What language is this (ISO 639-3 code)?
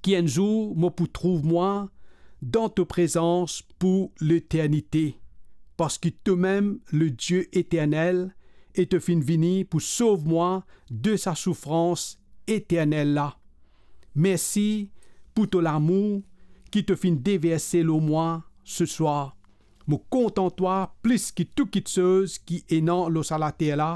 mfe